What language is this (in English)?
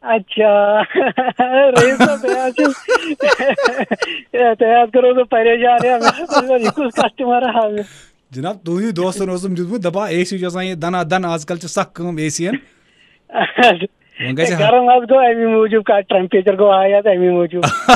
Kashmiri